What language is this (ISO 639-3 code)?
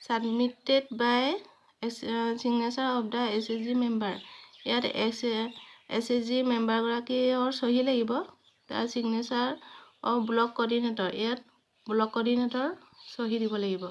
asm